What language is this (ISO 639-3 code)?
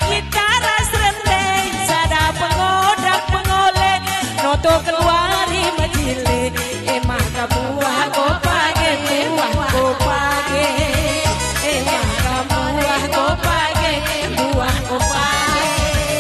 btx